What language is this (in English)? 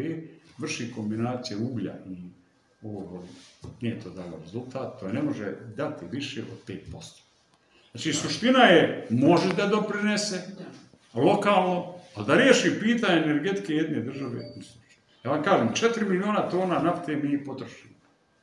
Serbian